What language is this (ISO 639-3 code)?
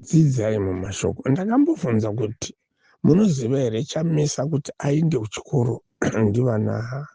sna